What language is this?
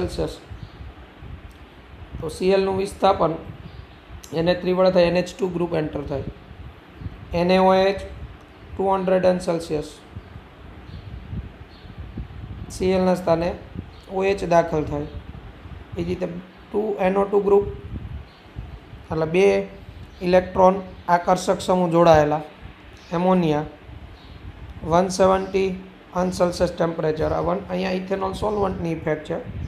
Gujarati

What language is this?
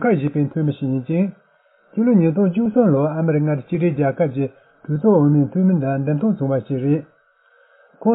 Tibetan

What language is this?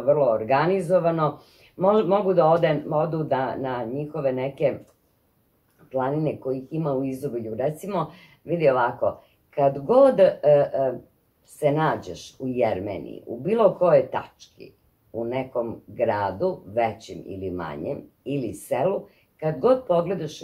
Serbian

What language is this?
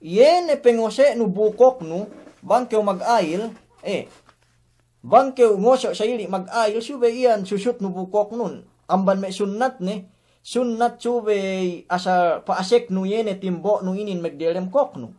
Yakan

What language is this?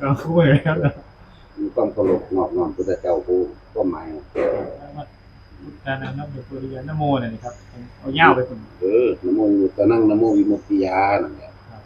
Northeastern Thai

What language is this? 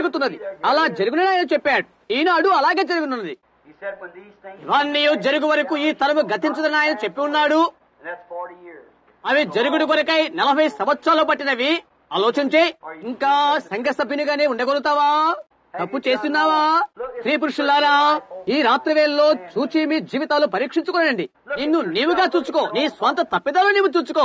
Telugu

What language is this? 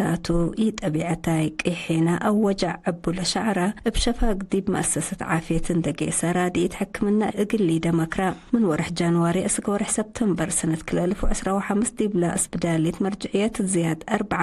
Tigre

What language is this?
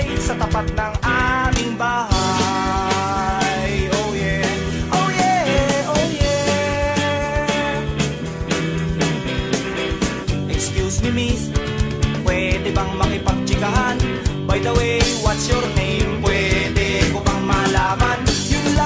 Filipino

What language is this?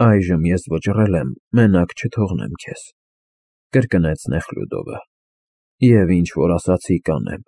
Armenian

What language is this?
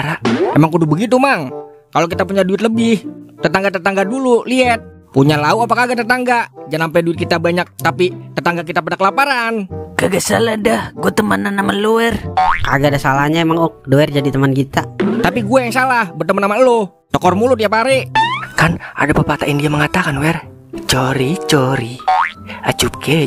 Betawi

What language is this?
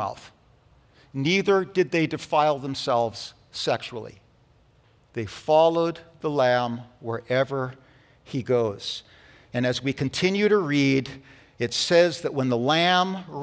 English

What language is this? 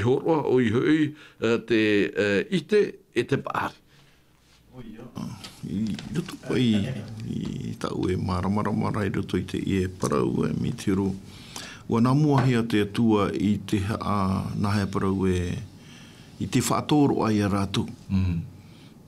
Tahitian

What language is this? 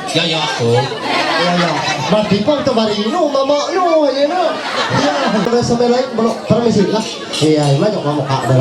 Ma'anyan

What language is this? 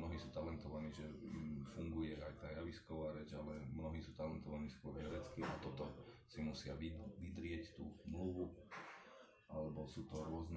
Slovak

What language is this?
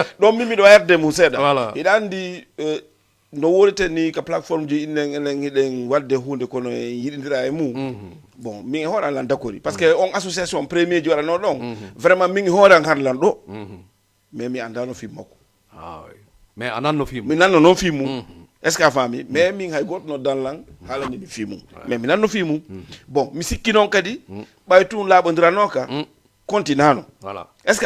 Fula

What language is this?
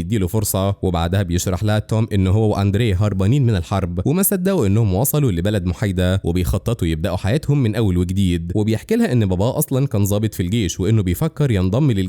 Egyptian Arabic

